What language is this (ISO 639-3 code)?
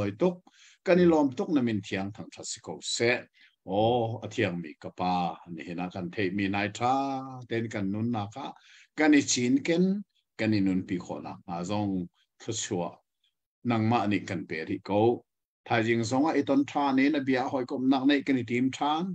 cnh